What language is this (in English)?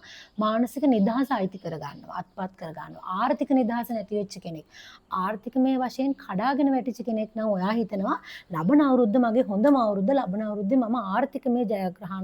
Sinhala